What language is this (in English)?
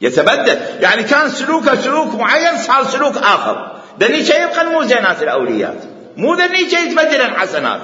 Mesopotamian Arabic